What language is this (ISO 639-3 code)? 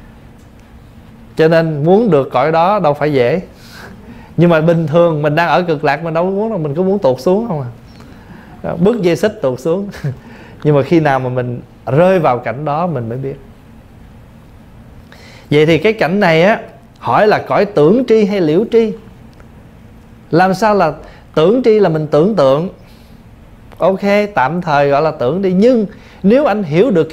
vie